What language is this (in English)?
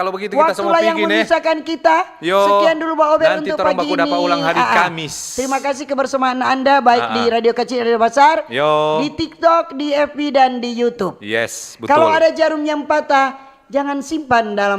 Manado Malay